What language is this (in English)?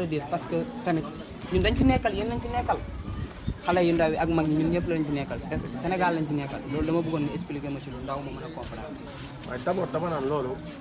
Wolof